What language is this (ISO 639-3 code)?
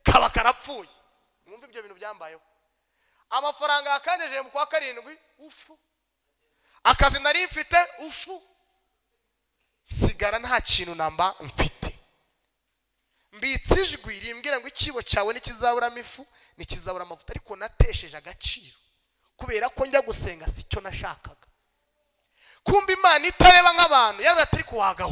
kin